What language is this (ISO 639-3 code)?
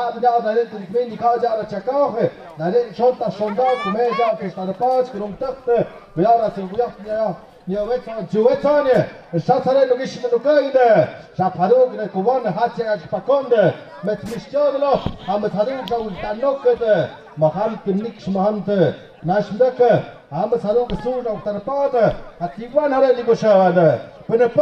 mxp